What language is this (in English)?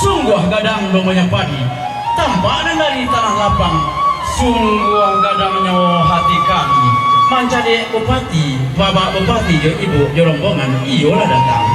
Minangkabau